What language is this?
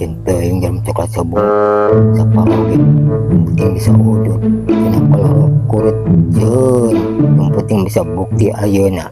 Sundanese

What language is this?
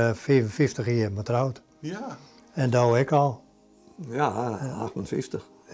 Western Frisian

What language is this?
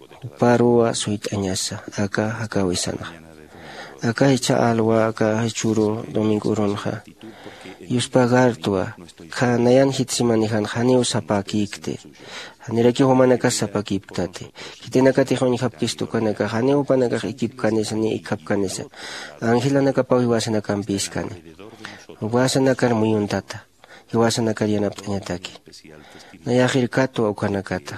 Aymara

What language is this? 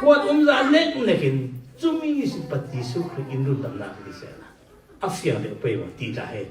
Falam Chin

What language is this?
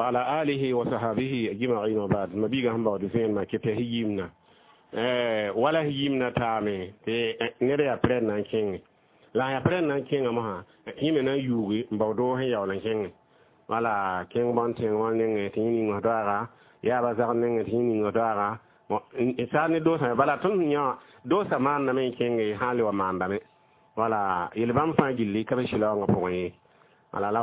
Mossi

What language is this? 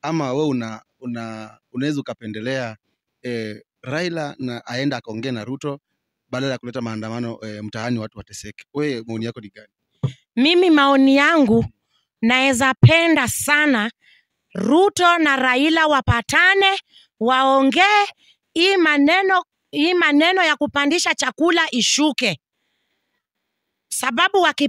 Swahili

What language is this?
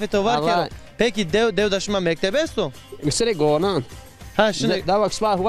Zaza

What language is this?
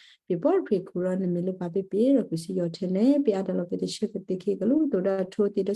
Western Kayah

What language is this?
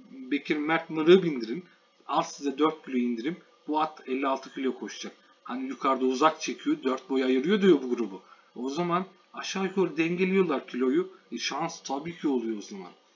Turkish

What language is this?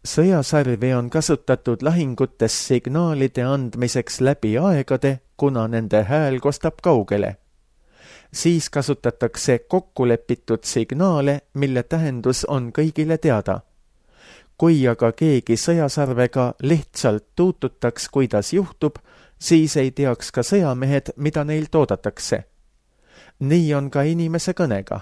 Estonian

